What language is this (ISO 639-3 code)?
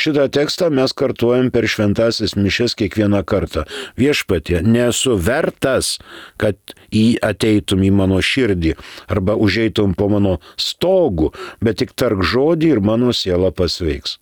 lit